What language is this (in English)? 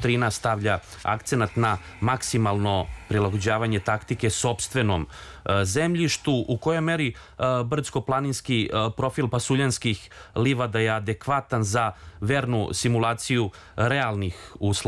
Serbian